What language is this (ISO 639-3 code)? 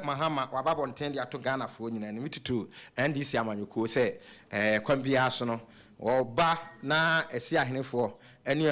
aka